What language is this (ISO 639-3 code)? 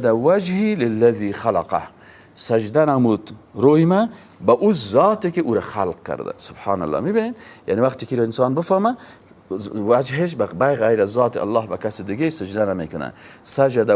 fas